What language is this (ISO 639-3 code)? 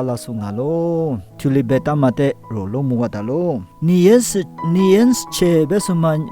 lis